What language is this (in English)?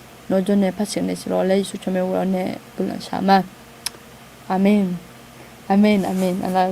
Akha